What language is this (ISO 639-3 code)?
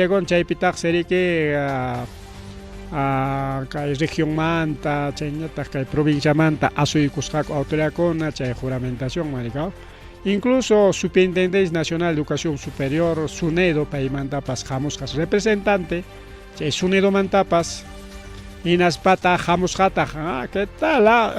quy